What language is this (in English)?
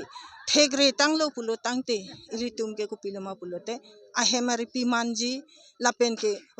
Karbi